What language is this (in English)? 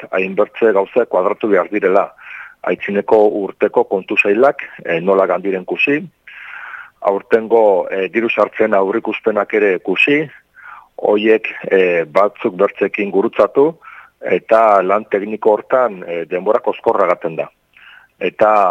Basque